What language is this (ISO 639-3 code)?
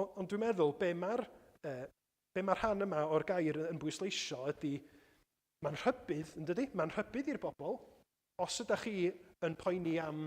cym